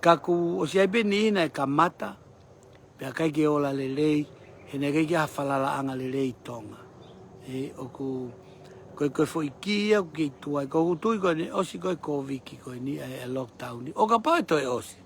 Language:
Tongan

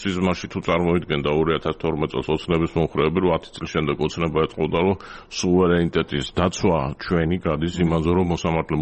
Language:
Georgian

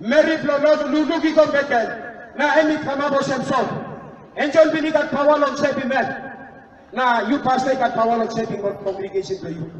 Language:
Tok Pisin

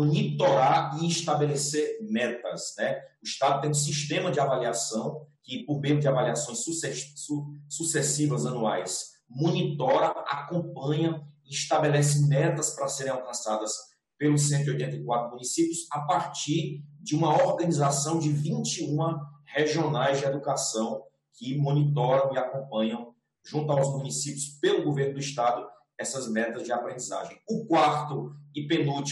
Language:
Portuguese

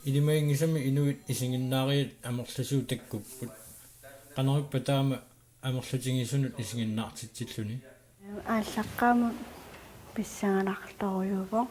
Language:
Kalaallisut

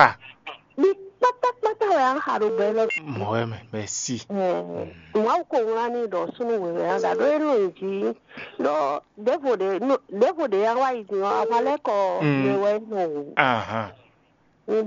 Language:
Fon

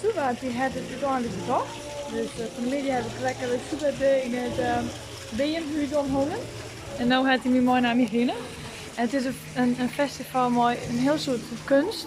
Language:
Western Frisian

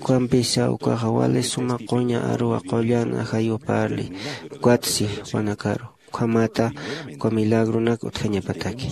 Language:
Aymara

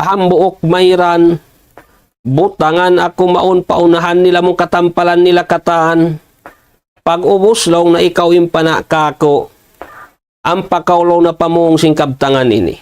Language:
Tausug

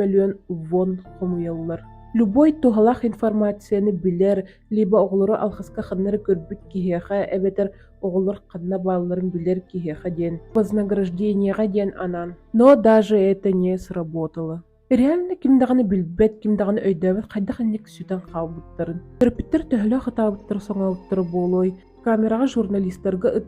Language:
Yakut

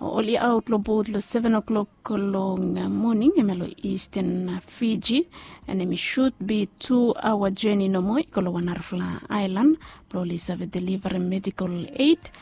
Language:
Bislama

